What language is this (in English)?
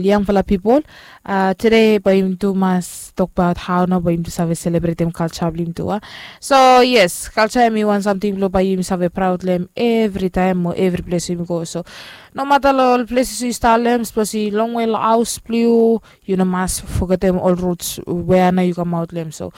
Bislama